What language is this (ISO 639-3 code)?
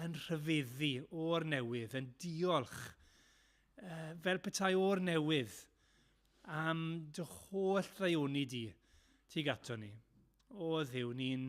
cym